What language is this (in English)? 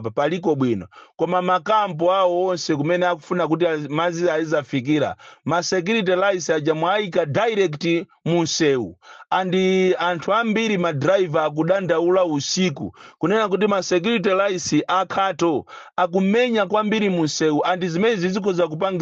Nyanja